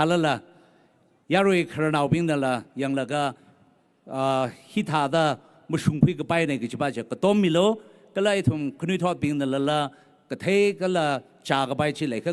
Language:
Tangkhul Naga (India)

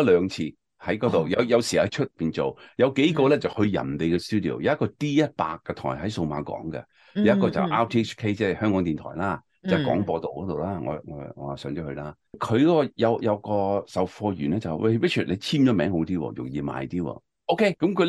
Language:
Cantonese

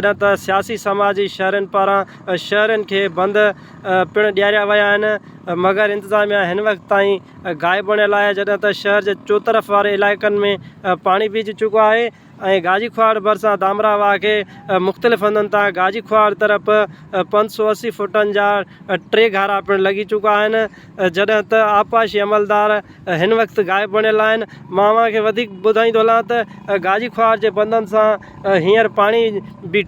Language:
Sindhi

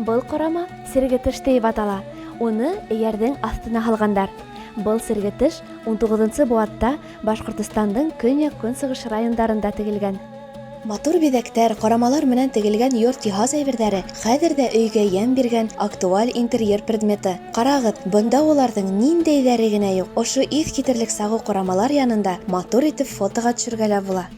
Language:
Bashkir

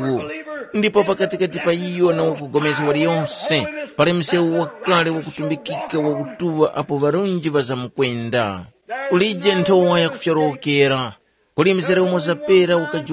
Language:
Tumbuka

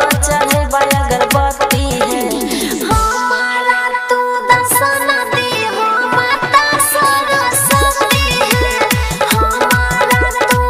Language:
Bhojpuri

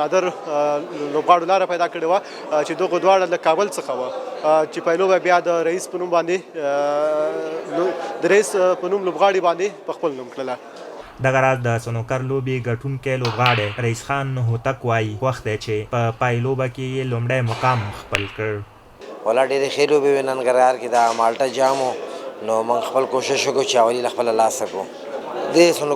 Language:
Pashto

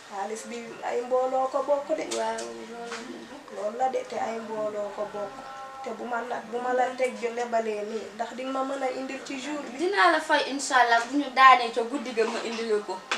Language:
Wolof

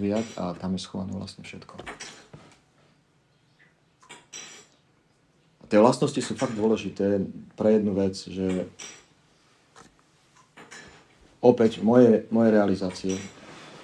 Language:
Slovak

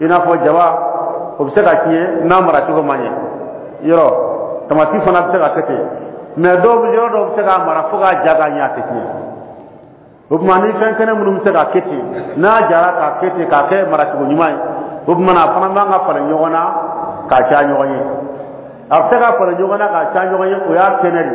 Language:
Dyula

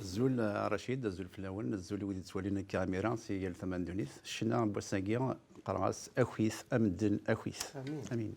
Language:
Kabyle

